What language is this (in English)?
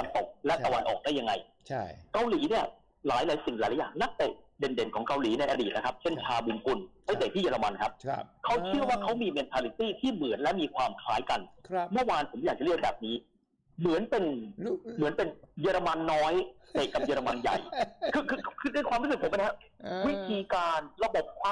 Thai